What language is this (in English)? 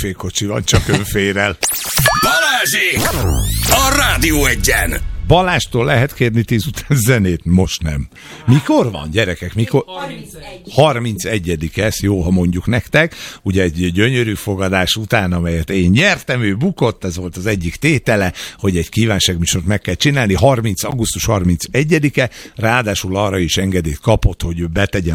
Hungarian